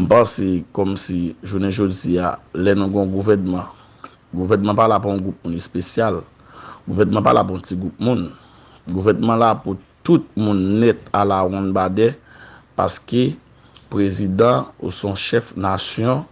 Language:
Haitian Creole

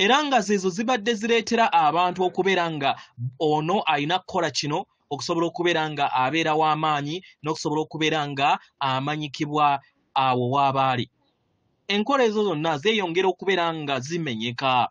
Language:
Ganda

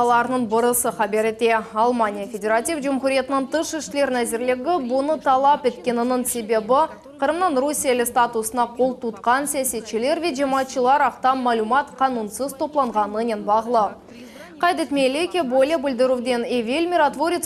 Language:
Crimean Tatar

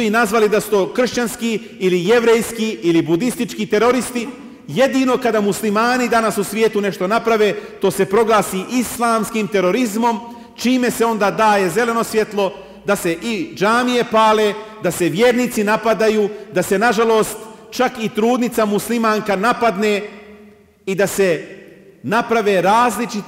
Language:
Bosnian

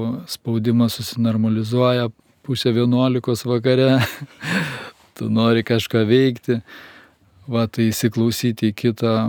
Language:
Lithuanian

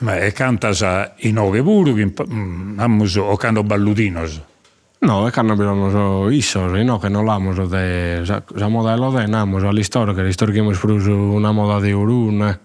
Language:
Sardinian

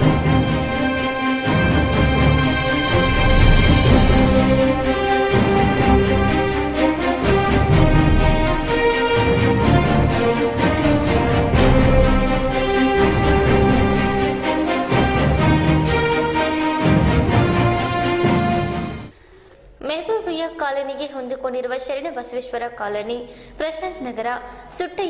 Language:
Kannada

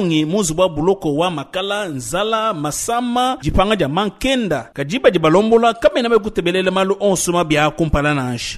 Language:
Luba-Lulua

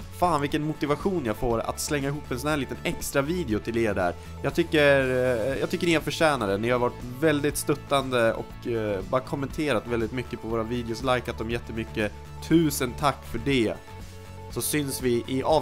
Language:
Swedish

